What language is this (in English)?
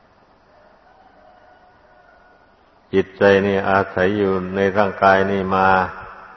Thai